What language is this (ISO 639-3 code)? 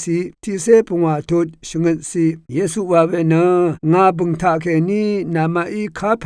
raw